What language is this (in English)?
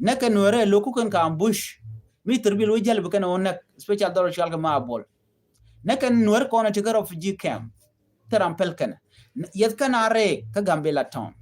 Nuer